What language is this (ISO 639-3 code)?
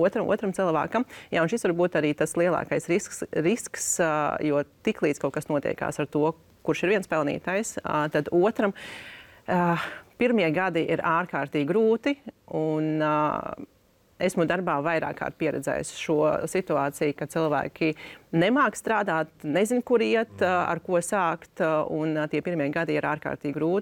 lav